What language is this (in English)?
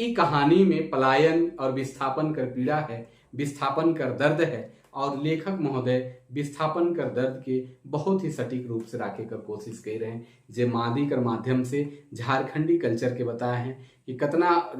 Sadri